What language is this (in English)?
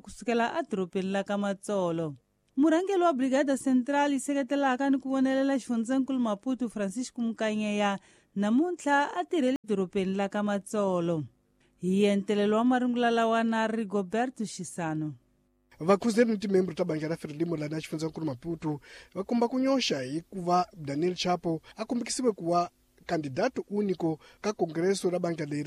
Tsonga